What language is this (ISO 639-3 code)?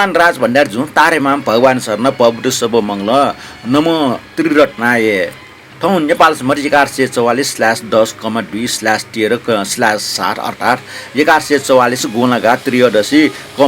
new